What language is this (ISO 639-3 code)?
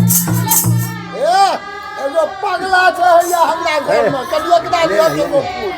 mai